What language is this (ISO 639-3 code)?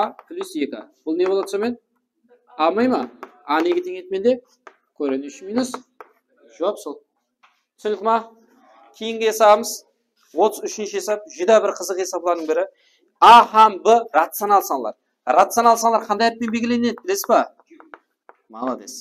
kaa